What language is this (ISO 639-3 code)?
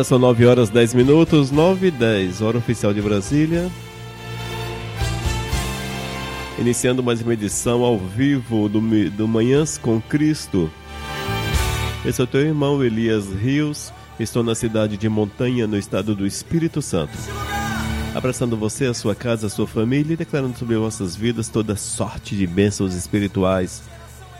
por